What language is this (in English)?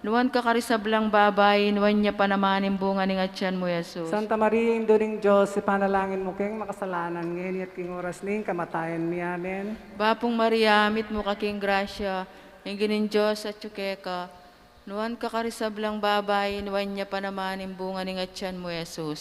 Pampanga